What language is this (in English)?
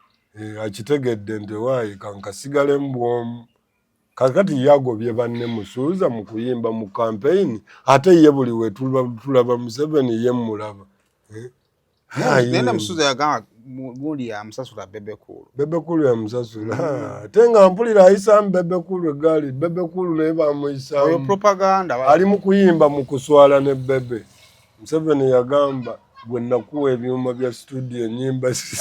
Ganda